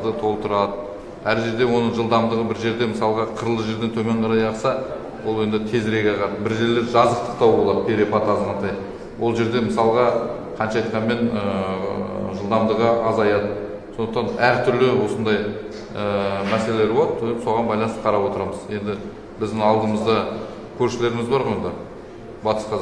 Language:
Kazakh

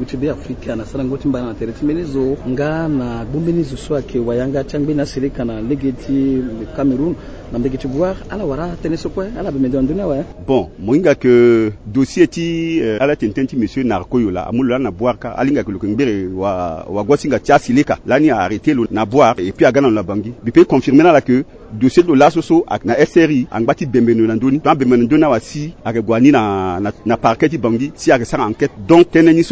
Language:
Sango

